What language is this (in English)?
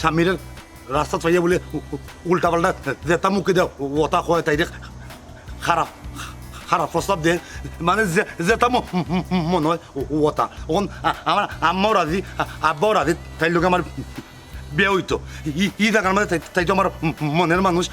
Sylheti